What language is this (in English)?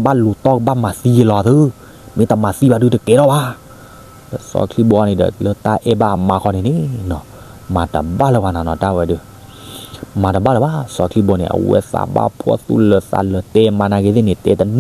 S'gaw Karen